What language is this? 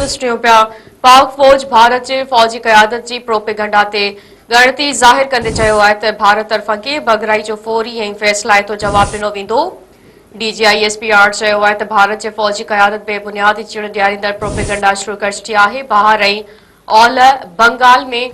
Sindhi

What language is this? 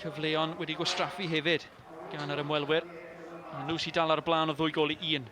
Welsh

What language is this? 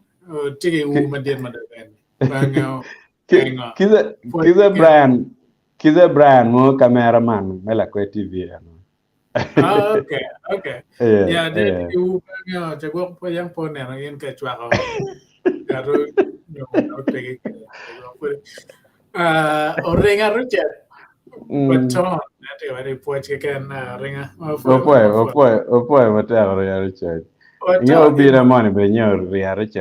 Acoli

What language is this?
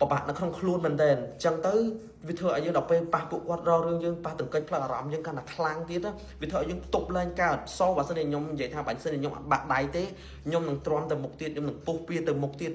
Khmer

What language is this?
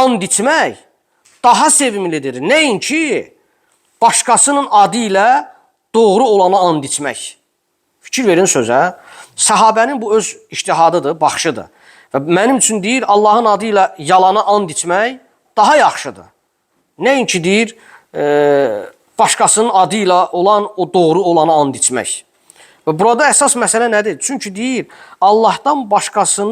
Azerbaijani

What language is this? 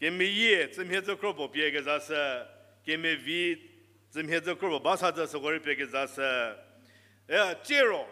Angami Naga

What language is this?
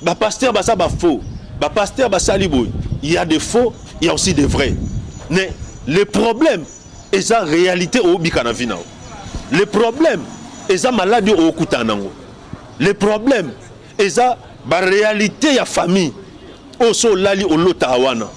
Lingala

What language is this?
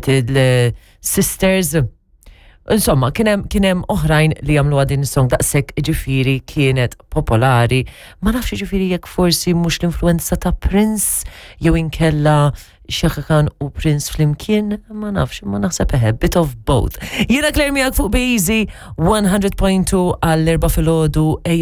Maltese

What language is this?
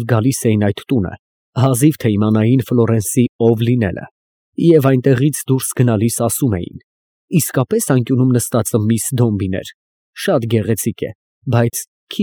Armenian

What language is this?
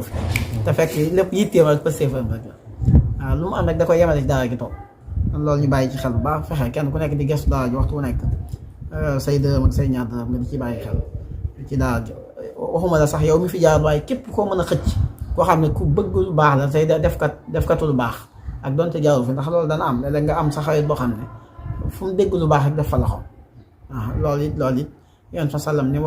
Wolof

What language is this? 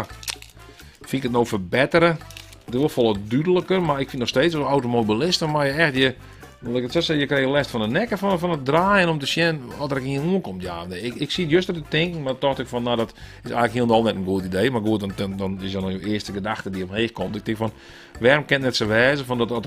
Western Frisian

